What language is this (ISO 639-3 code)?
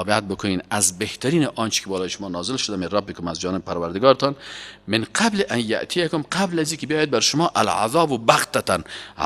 fas